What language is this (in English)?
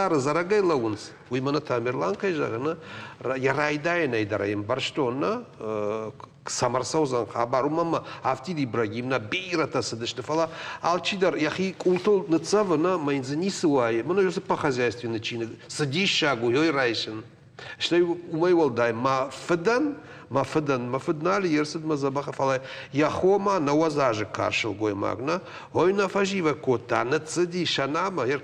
Ossetic